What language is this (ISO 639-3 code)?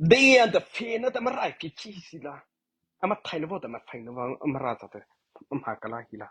mrh